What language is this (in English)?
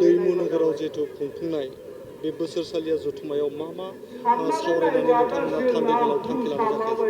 Bodo